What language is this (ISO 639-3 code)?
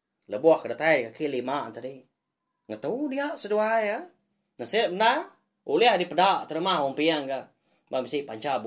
iba